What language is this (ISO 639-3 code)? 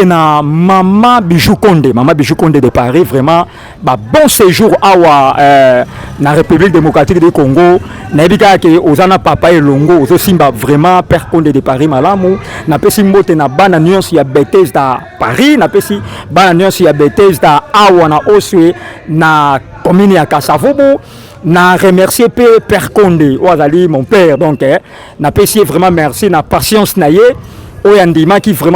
lin